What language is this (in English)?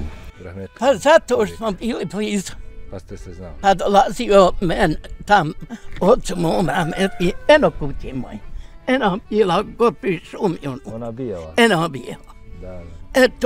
Bosnian